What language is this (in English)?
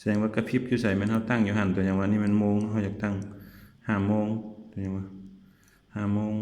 Lao